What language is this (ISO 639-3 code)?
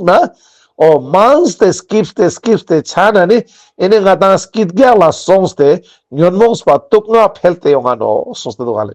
lbj